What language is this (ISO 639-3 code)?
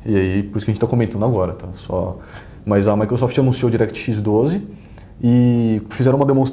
por